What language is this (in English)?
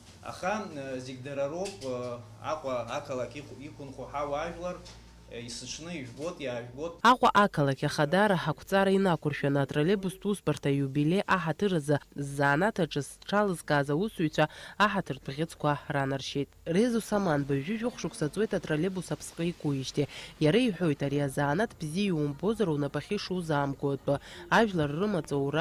Abkhazian